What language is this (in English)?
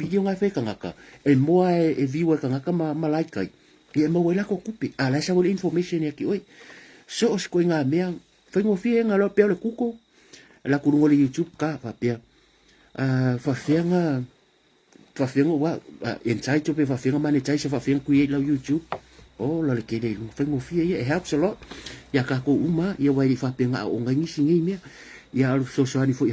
Samoan